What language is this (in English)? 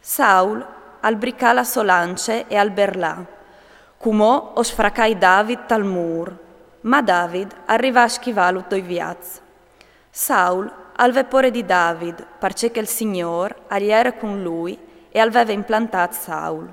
Friulian